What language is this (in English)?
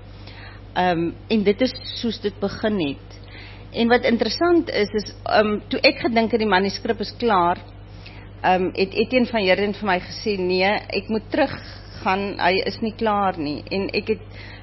Afrikaans